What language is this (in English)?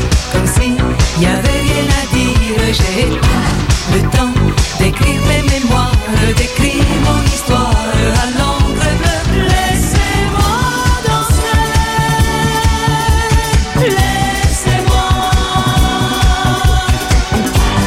French